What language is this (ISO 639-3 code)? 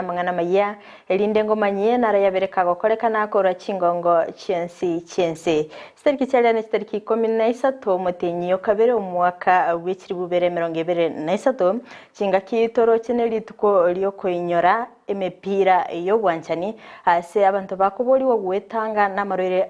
guz